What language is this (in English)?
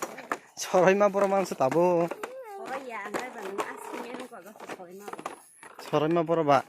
Kok Borok